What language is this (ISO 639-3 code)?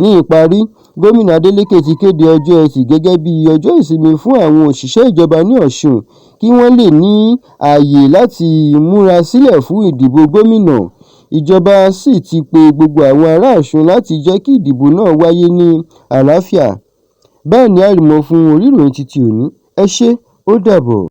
yor